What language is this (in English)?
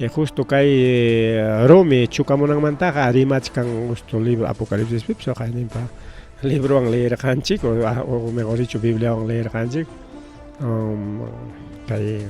Ayacucho Quechua